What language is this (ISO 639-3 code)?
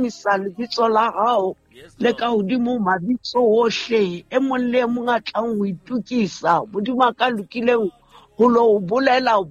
sot